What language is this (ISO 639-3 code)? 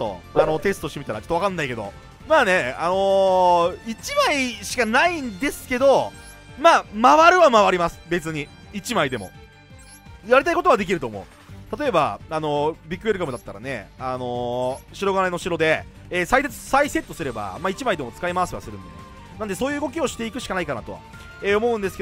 jpn